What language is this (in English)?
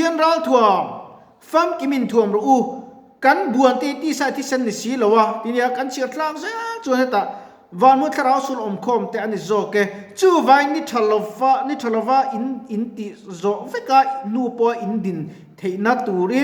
Mizo